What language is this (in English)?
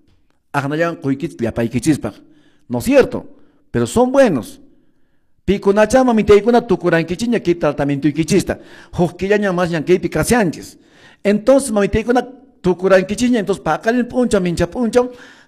Quechua